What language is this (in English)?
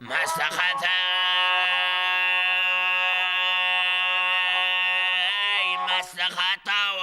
Kara-Kalpak